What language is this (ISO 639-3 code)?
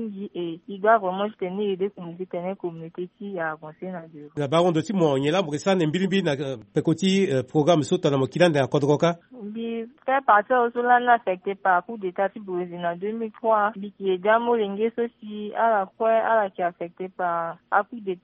sag